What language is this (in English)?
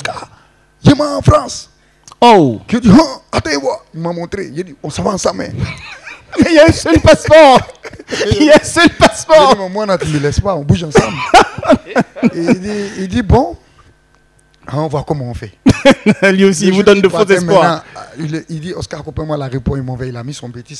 French